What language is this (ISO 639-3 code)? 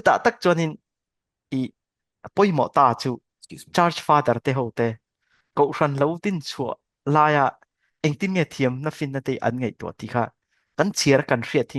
lus